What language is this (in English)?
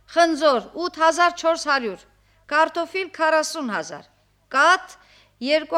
Armenian